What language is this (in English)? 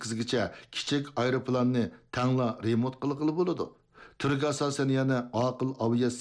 Uyghur